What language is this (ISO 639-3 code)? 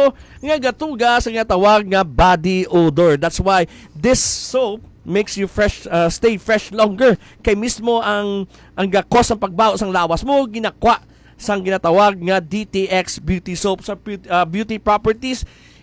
hil